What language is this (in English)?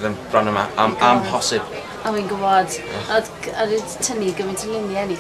Welsh